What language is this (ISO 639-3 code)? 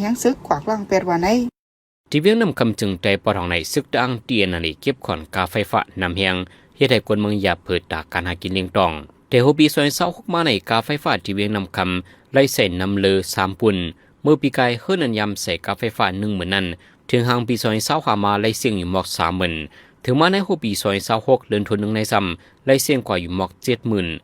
shn